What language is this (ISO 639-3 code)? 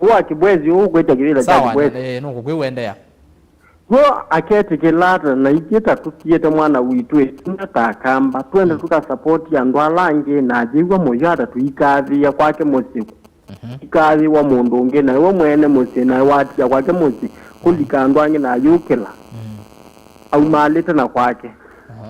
kam